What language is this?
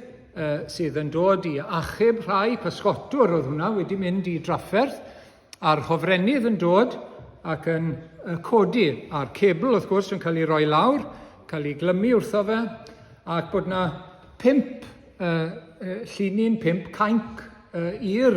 Welsh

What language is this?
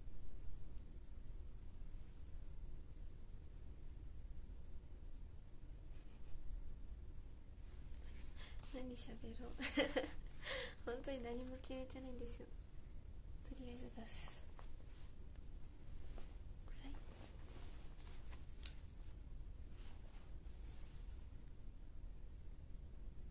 Japanese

